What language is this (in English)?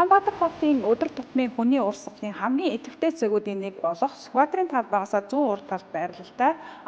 Mongolian